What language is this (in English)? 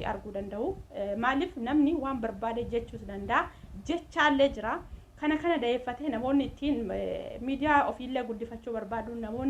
Oromo